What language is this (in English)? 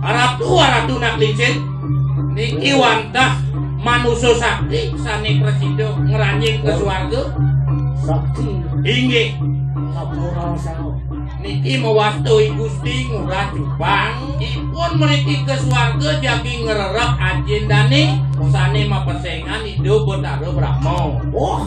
Balinese